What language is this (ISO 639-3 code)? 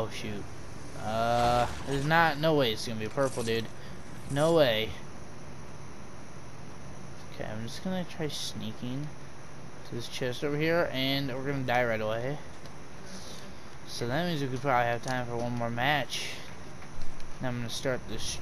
eng